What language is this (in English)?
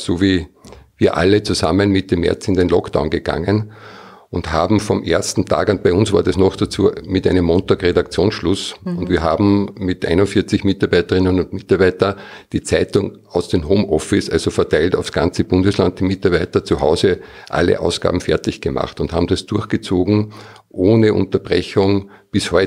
German